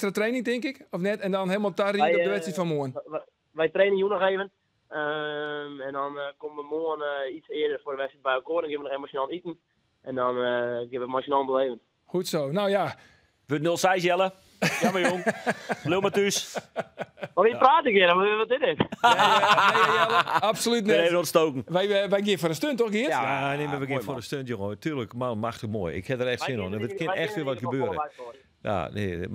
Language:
Western Frisian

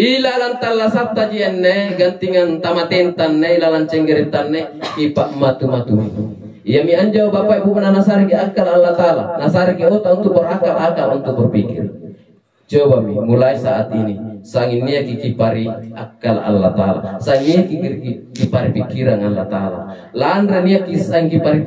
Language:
Makasar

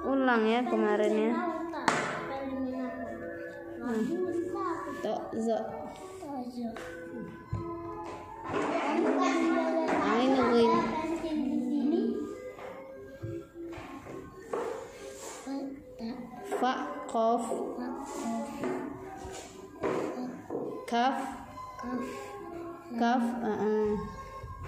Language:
Indonesian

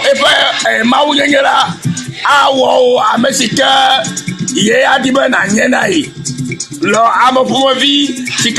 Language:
Ewe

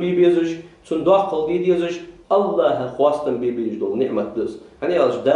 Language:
Ingush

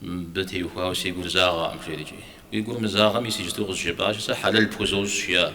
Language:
Kabardian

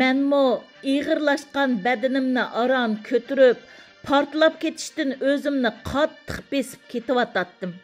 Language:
Uyghur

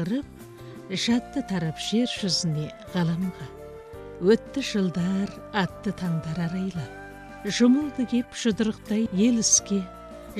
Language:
Kazakh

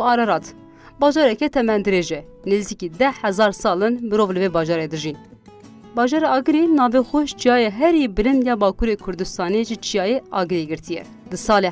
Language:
Kurdish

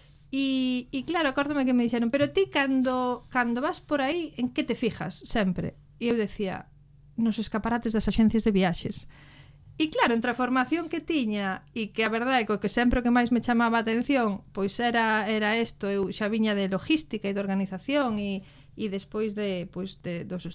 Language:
Galician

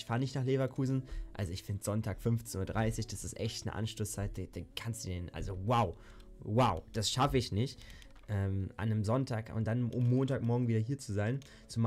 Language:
German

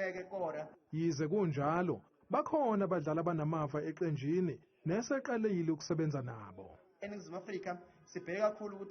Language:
Zulu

